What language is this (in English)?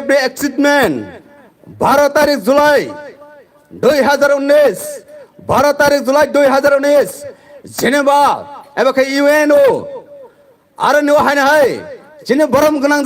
Kok Borok